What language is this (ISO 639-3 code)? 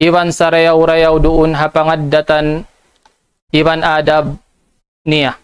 tsg